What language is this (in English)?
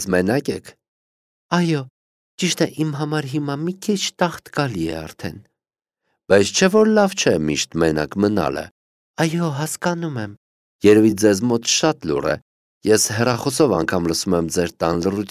Armenian